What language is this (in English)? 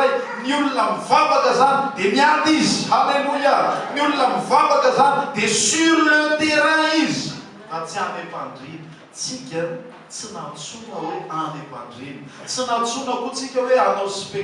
Malagasy